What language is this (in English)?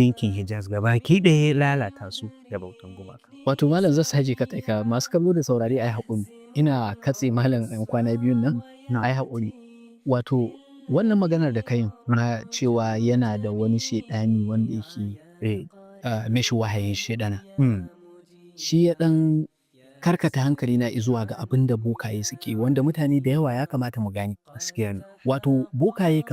Hausa